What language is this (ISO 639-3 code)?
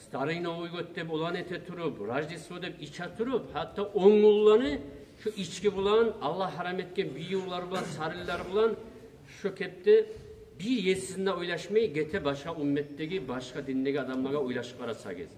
kum